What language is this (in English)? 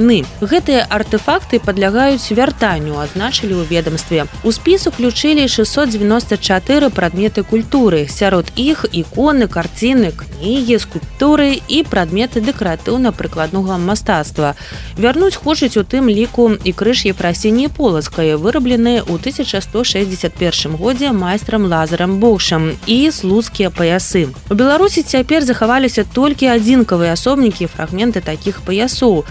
Belarusian